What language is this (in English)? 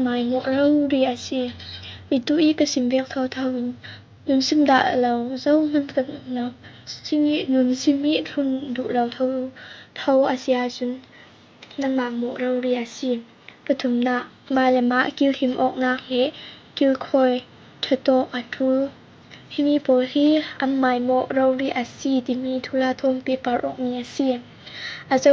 Falam Chin